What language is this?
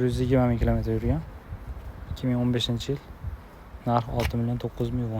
Uzbek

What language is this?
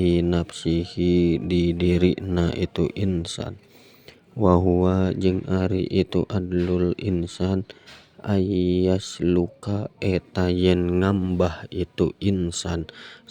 Sundanese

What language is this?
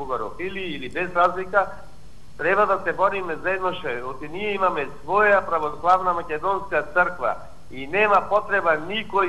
Macedonian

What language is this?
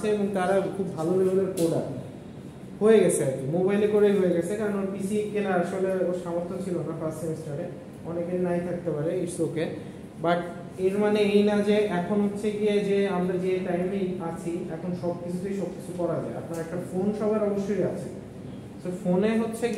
Bangla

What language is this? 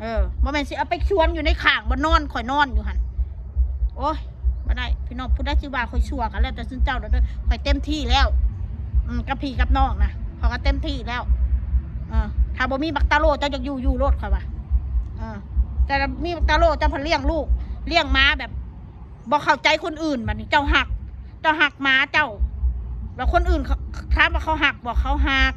Northeastern Thai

